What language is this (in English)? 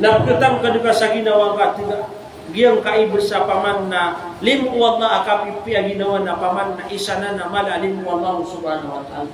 Maranao